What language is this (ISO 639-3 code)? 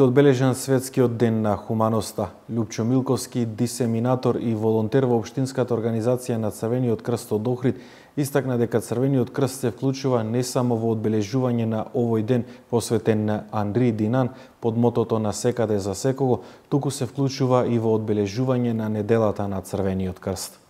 mkd